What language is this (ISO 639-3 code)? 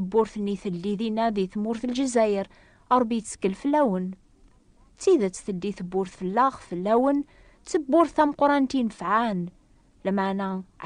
kab